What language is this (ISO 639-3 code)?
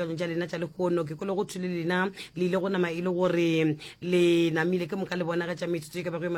nso